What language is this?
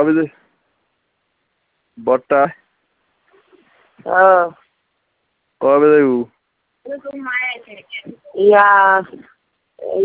Bangla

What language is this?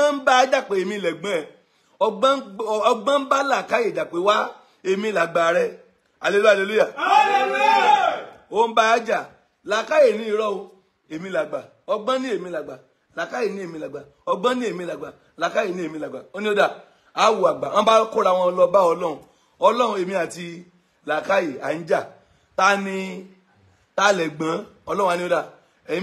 Yoruba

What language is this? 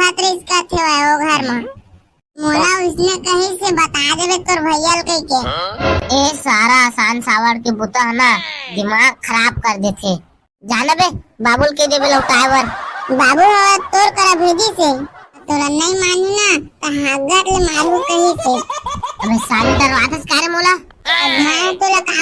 Chhattisgarhi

